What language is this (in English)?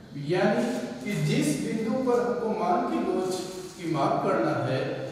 Hindi